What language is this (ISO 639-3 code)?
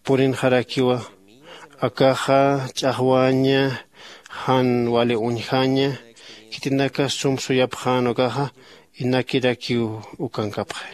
aym